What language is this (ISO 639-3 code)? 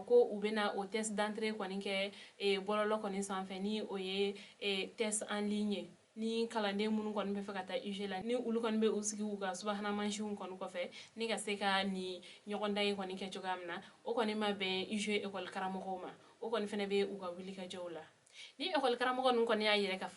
bam